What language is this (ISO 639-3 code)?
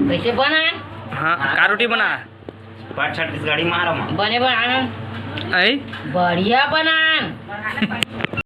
hne